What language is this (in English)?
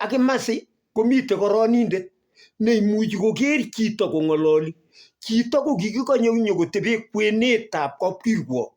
Kalenjin